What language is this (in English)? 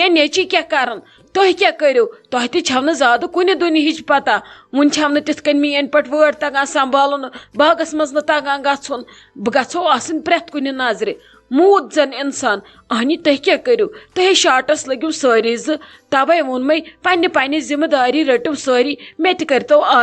Kashmiri